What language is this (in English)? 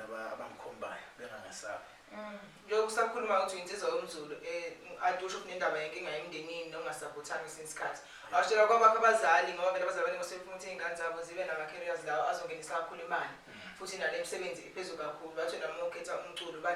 Zulu